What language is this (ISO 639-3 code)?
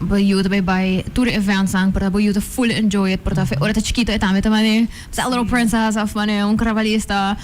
pap